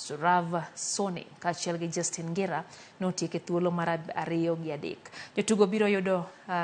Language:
Luo (Kenya and Tanzania)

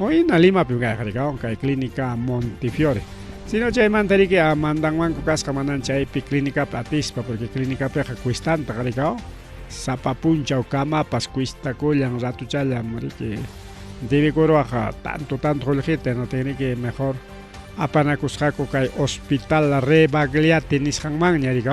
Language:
Ayacucho Quechua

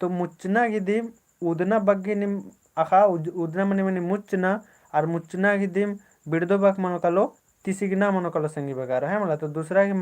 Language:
Kurukh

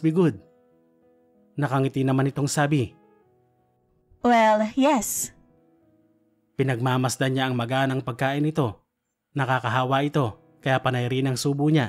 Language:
Filipino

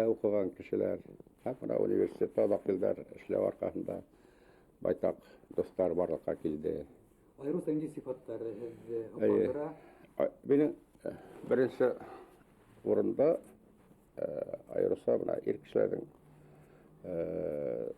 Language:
Bashkir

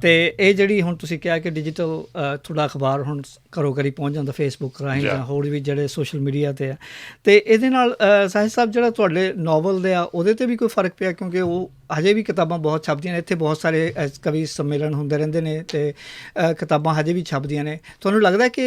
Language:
Western Panjabi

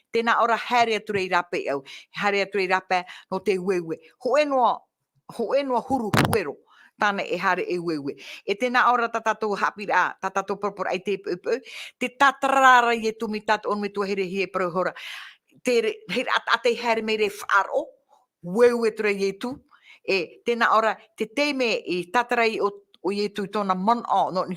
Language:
Tahitian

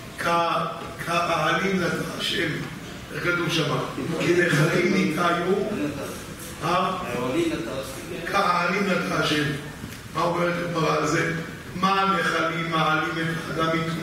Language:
Hebrew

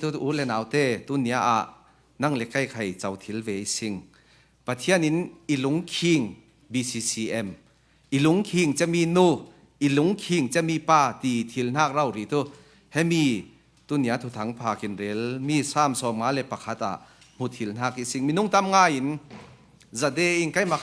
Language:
Falam Chin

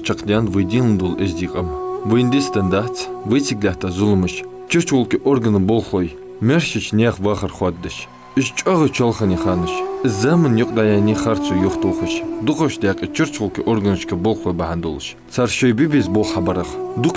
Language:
Ingush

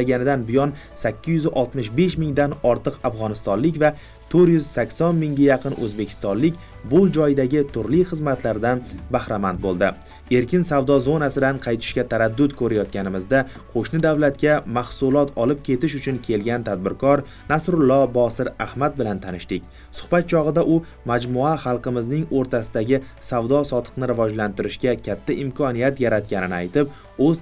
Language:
Uzbek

